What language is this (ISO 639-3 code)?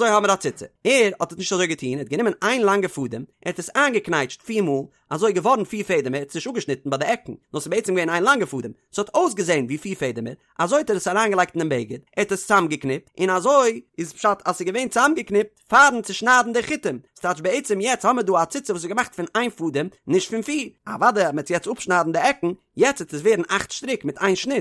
yid